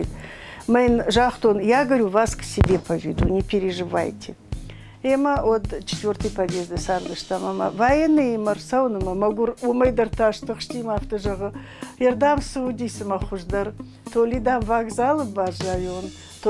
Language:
Ossetic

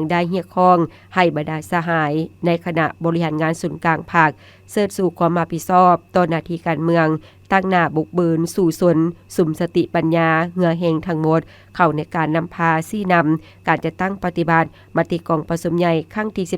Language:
Lao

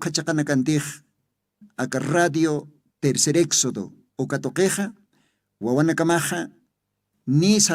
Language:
Aymara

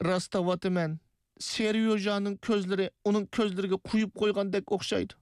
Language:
Uyghur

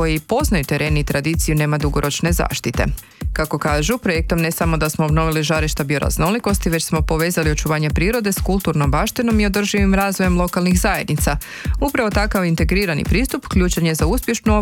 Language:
Croatian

